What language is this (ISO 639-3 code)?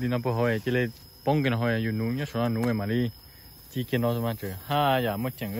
hmn